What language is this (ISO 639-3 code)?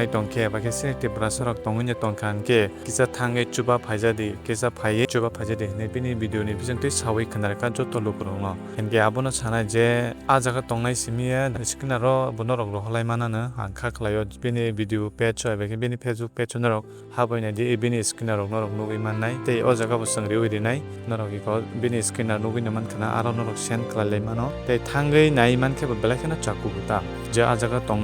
trp